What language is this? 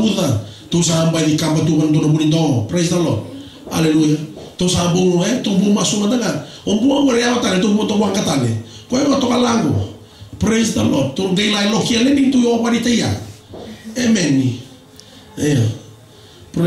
Fijian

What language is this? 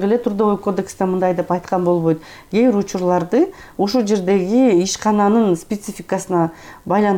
Kyrgyz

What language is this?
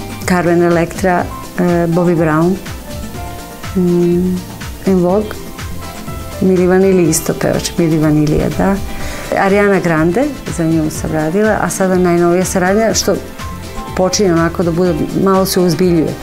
Serbian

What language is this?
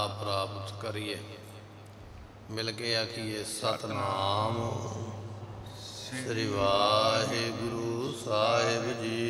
Punjabi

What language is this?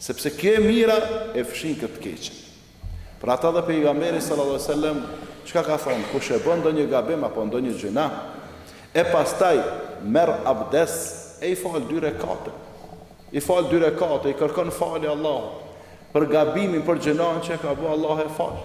Albanian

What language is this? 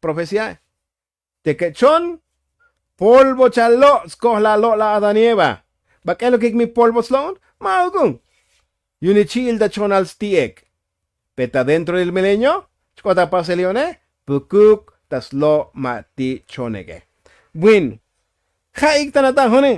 Tzotzil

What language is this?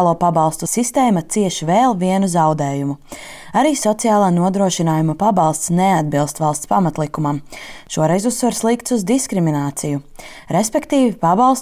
Latvian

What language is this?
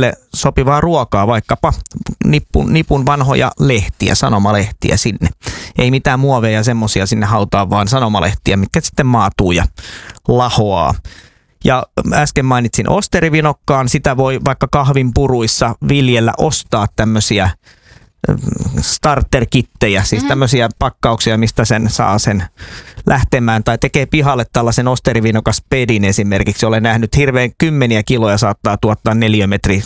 Finnish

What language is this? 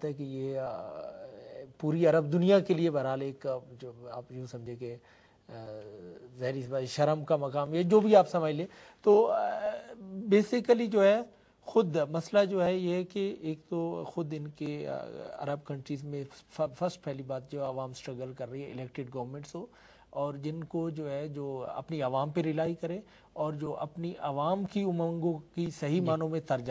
Urdu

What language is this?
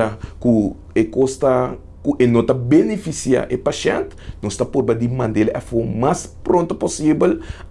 Papiamento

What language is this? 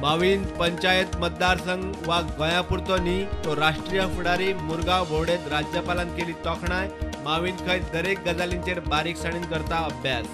Konkani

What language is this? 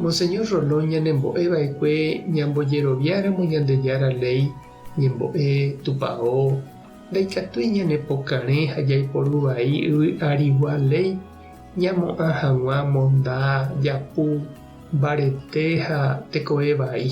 Guarani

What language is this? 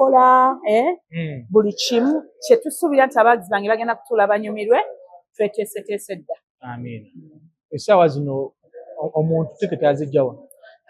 Ganda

